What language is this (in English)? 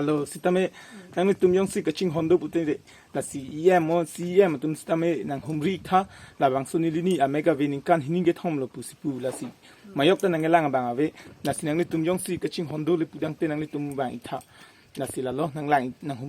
Karbi